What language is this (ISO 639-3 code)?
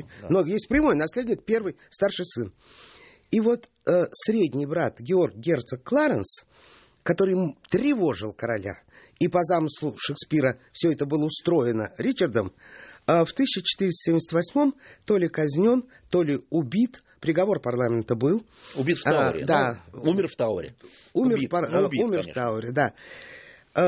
rus